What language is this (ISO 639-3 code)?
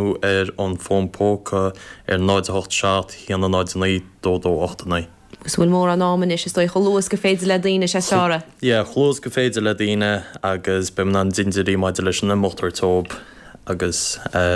gle